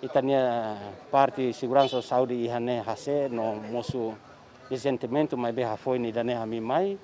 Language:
Tetum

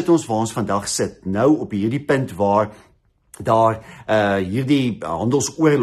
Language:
Afrikaans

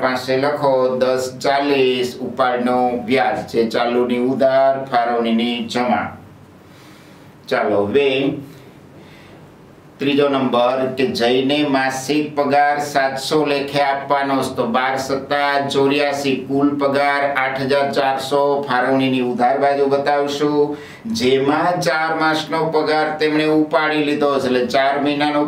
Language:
Gujarati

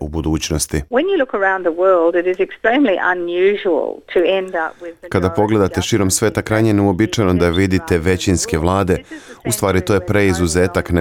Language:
Serbian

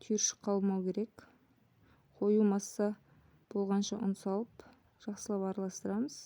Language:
Kazakh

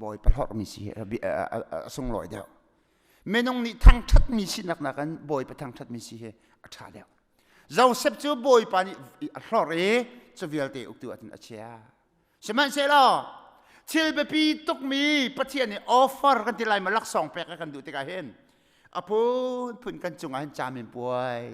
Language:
Hakha Chin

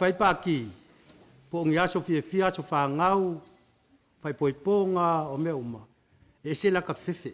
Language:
Samoan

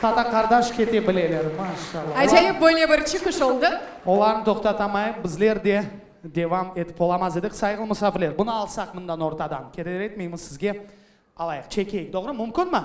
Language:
Crimean Tatar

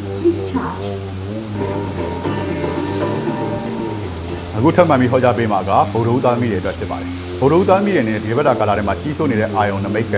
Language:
Burmese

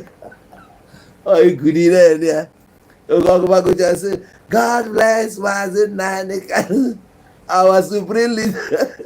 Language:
Igbo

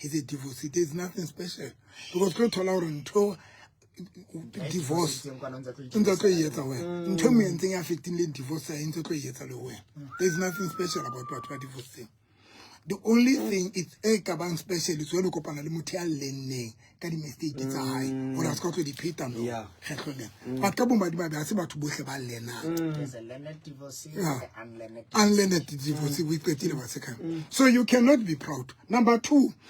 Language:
Southern Sotho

